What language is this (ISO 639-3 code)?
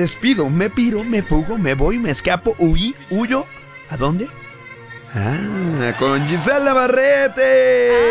spa